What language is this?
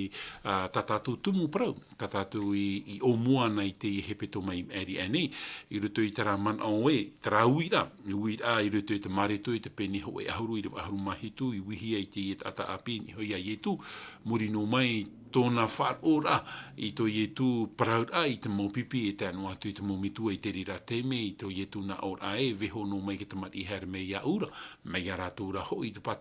Tahitian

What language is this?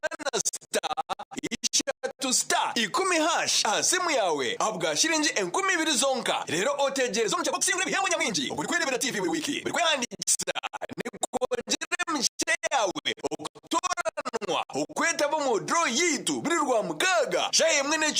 Nyankole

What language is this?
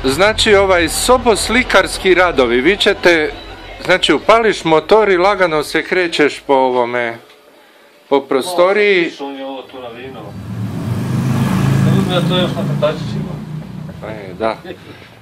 Croatian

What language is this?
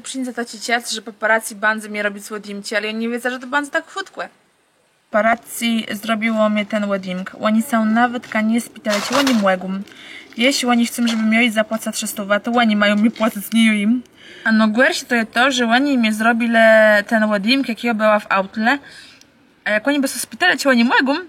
Kashubian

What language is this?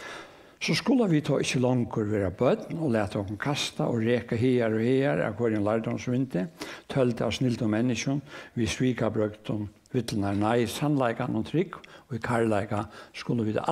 Faroese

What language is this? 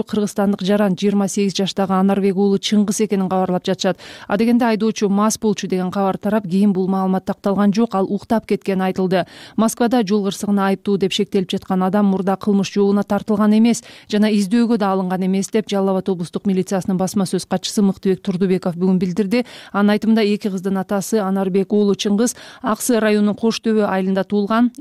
Kyrgyz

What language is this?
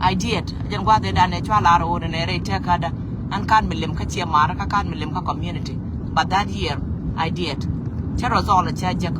Nuer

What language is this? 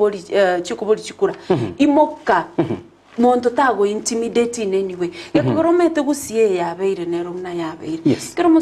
Gusii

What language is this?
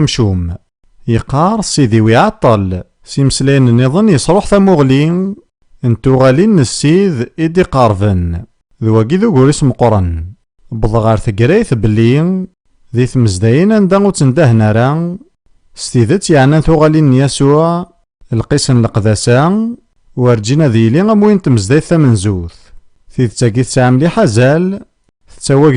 Kabyle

